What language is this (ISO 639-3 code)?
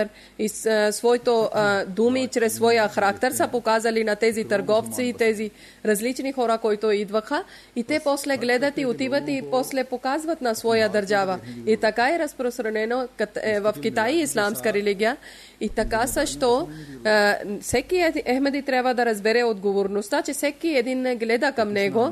bul